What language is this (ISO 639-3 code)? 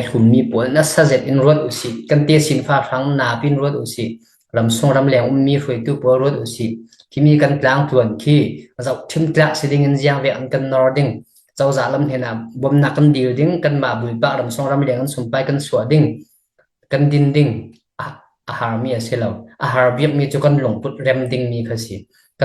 cfm